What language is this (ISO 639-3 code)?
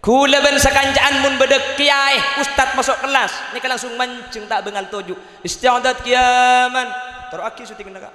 mad